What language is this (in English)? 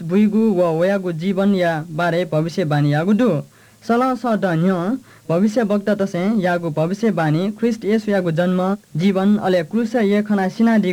Newari